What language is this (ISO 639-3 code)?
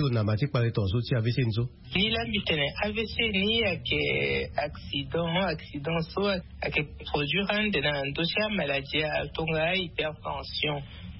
sag